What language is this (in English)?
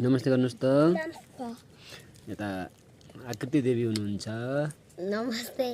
Nepali